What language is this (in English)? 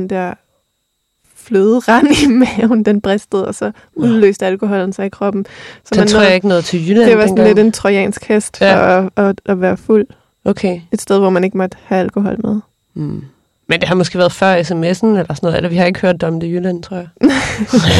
Danish